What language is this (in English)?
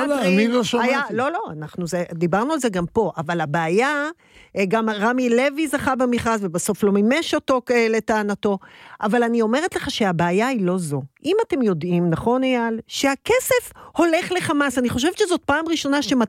Hebrew